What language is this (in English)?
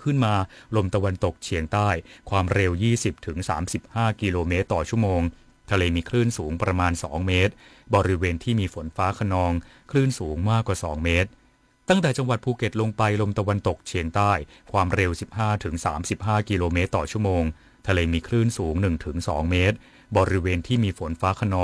Thai